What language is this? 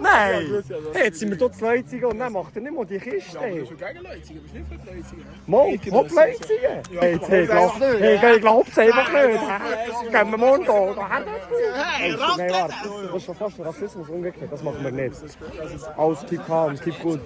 Swiss German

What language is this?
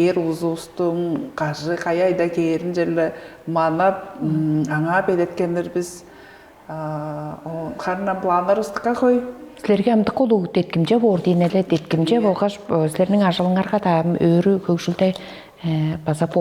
Tuvinian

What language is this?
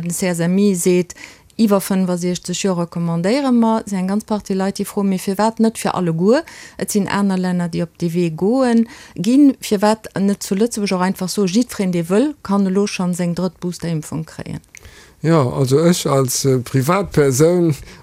Luxembourgish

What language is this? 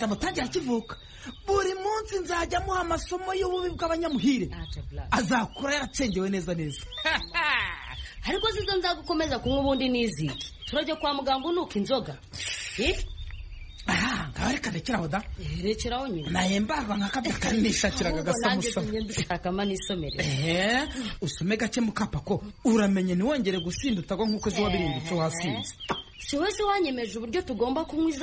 Kinyarwanda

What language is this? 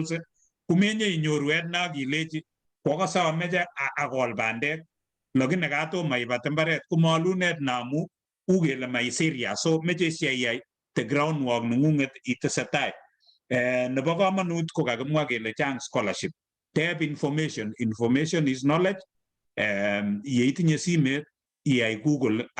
Kalenjin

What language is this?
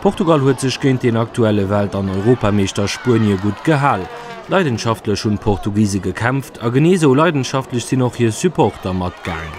Luxembourgish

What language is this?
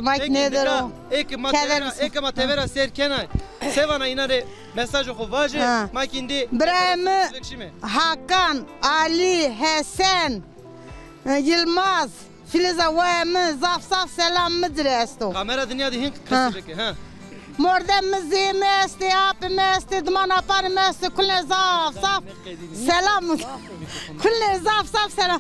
Zaza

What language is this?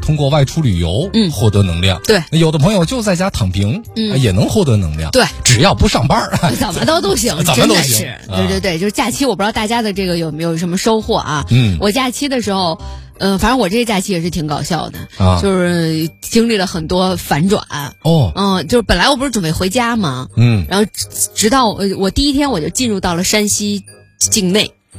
Chinese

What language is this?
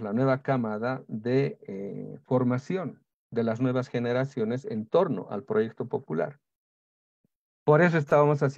Spanish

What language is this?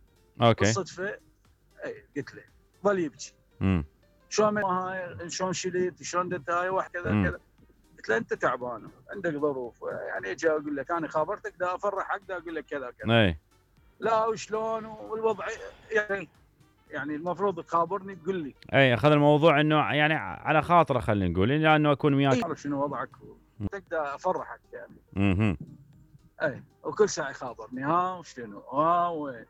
Mesopotamian Arabic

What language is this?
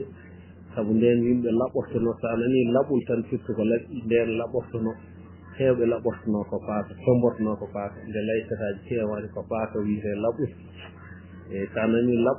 Fula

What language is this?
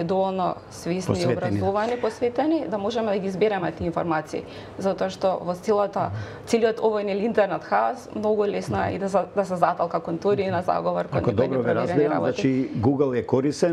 Macedonian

